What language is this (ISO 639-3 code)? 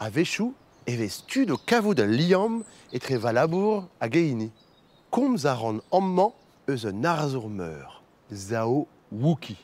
bre